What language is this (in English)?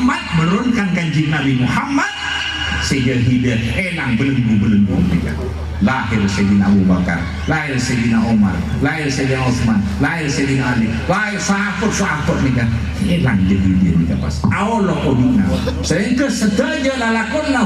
Madurese